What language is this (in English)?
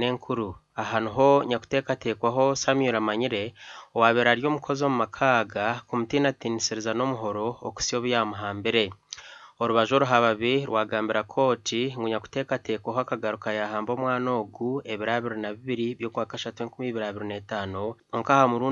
Nyankole